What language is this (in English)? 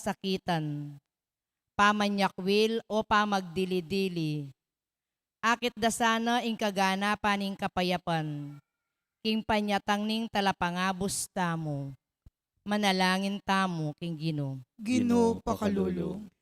Pampanga